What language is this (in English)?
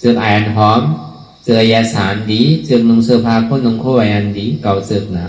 Shan